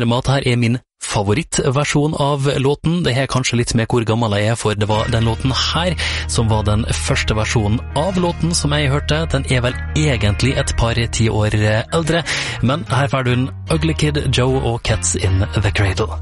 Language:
Norwegian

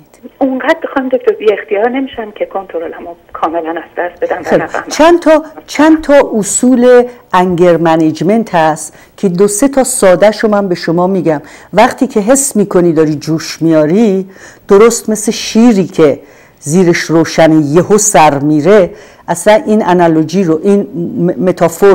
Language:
Persian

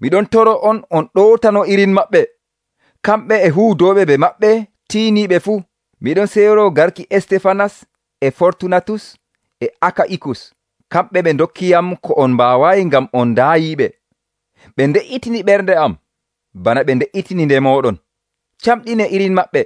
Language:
Nigerian Fulfulde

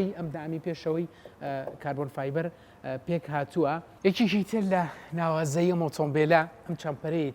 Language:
Central Kurdish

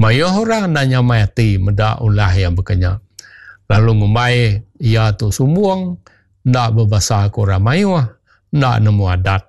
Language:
Iban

